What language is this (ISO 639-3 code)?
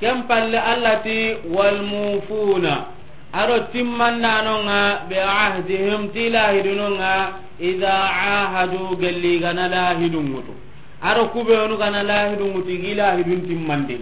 snk